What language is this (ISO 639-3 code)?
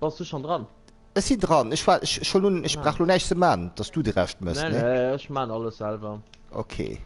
ltz